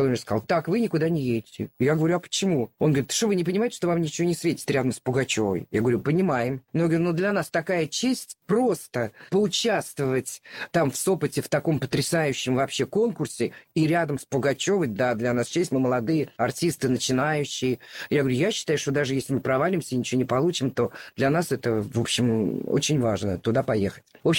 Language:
Russian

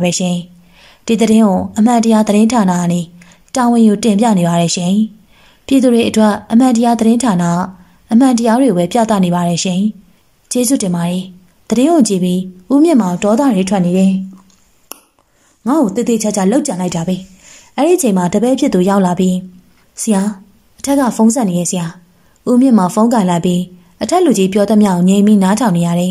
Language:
Burmese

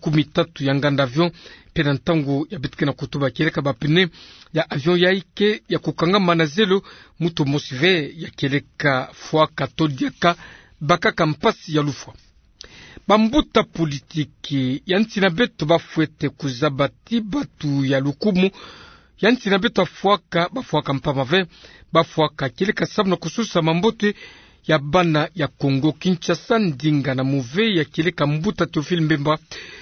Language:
Kituba (Democratic Republic of Congo)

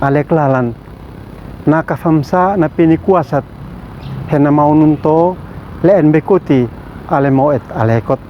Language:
Uab Meto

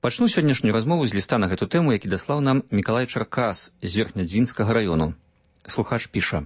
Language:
Belarusian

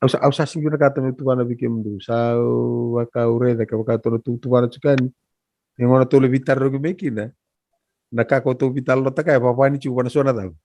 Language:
Fijian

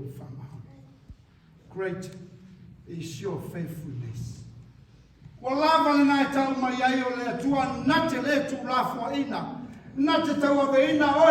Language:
Samoan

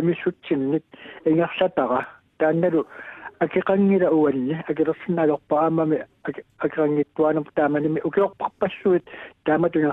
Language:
Kalaallisut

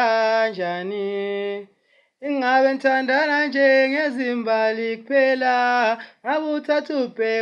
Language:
Zulu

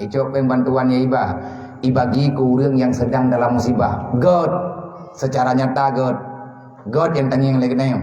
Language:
Achinese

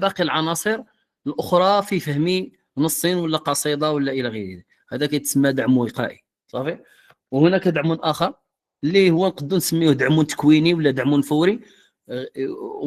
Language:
Moroccan Arabic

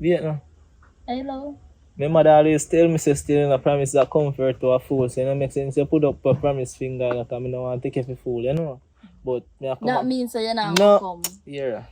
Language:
Jamaican Creole English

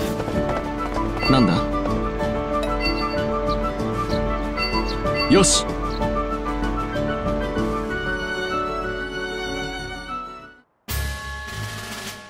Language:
Japanese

